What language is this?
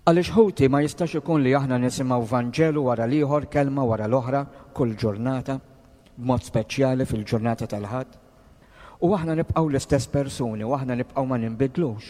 Maltese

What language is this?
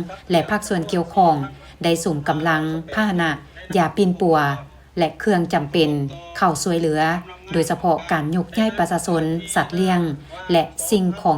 Lao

